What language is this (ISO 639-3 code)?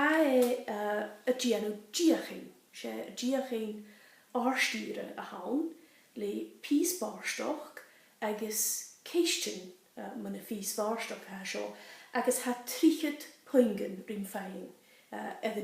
gla